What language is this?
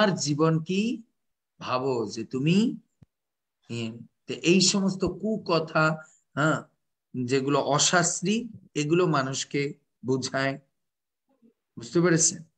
Bangla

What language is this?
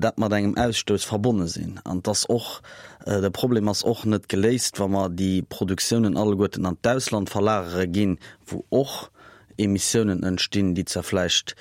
Luxembourgish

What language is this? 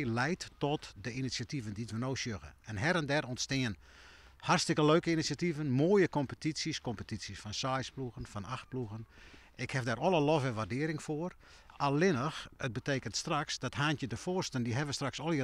Western Frisian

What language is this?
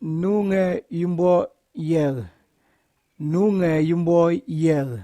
Kamasau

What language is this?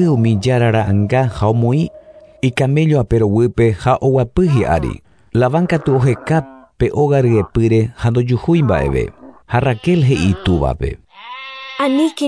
Guarani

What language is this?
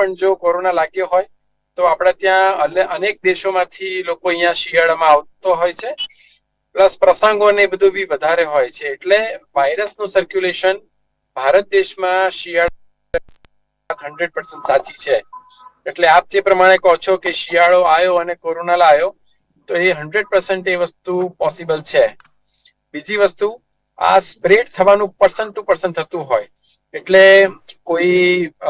Gujarati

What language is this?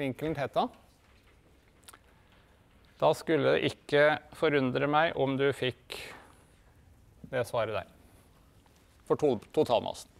Norwegian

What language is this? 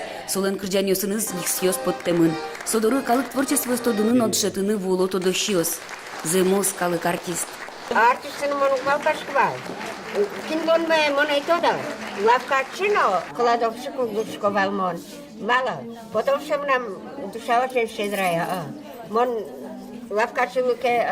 Udmurt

